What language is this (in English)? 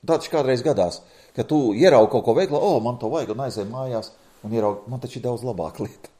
Latvian